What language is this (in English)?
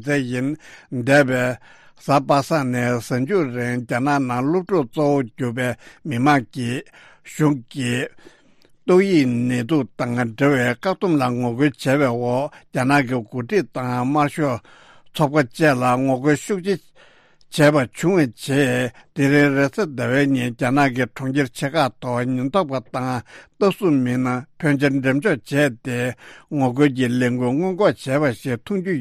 Tibetan